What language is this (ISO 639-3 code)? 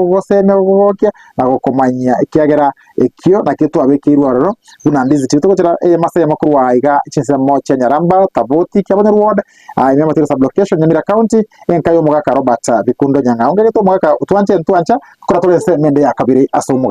guz